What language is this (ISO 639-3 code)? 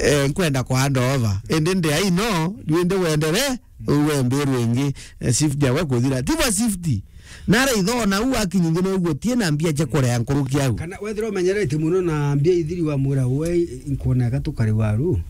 mer